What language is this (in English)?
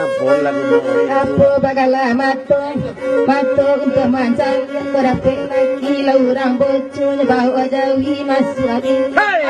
Minangkabau